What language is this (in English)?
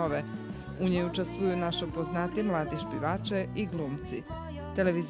Rusyn